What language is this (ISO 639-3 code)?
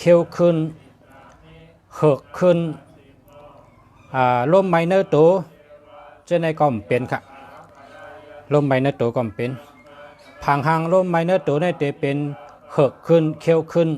shn